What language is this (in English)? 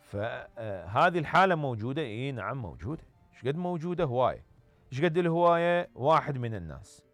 Mesopotamian Arabic